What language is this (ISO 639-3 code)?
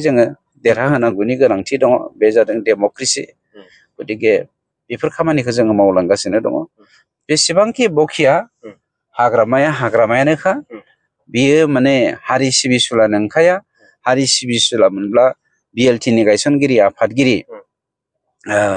brx